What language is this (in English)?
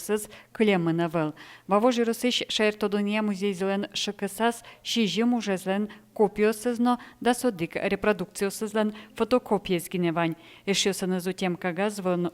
Udmurt